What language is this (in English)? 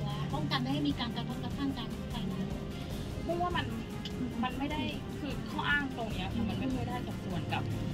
Thai